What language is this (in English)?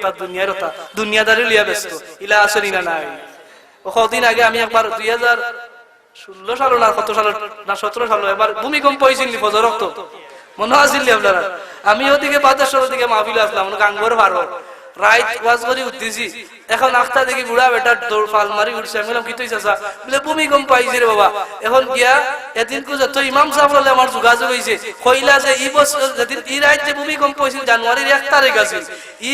Sylheti